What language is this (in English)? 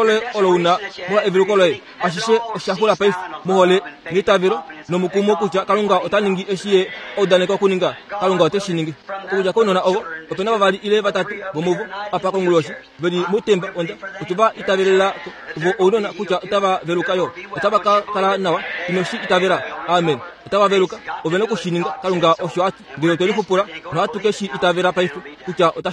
Kuanyama